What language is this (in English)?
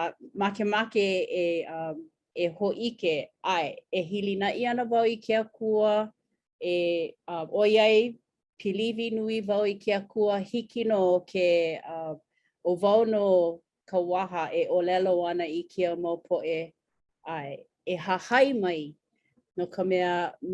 Hawaiian